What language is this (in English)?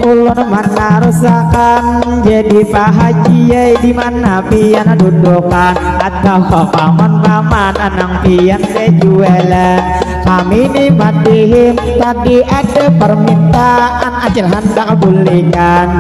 Banjar